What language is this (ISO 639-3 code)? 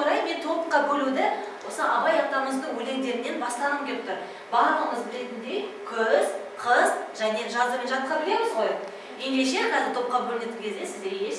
kaz